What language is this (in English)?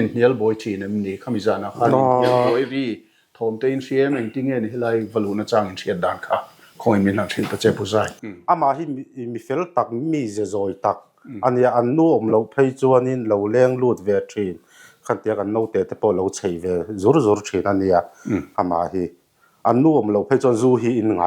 Mizo